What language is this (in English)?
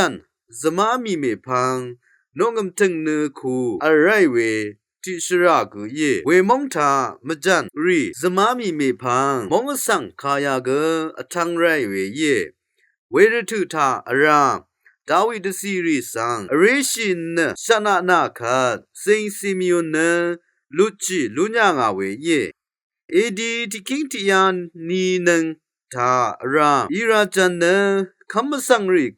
Rawang